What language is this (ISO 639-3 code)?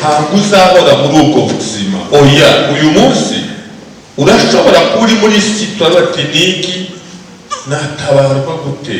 kin